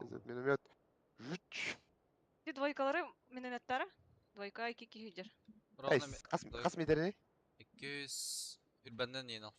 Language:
Yakut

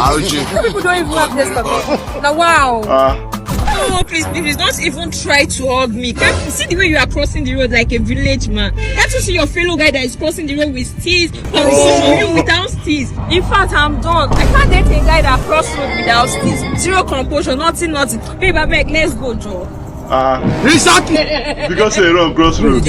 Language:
Nigerian Pidgin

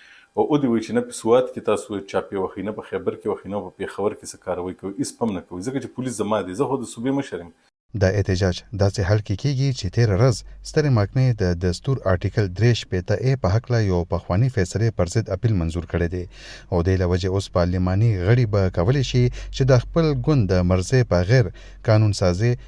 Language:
Pashto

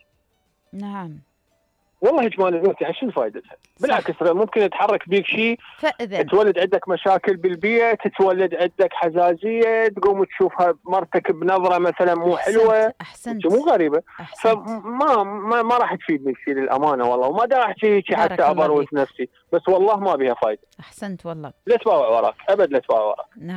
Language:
Mesopotamian Arabic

